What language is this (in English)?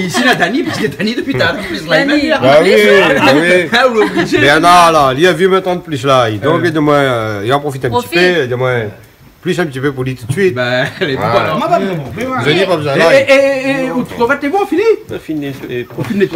Réunion Creole French